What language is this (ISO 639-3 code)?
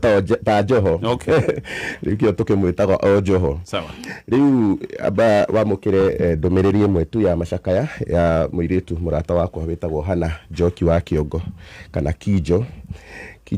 kik